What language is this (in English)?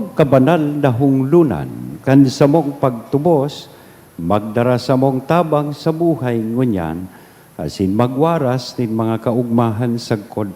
Bikol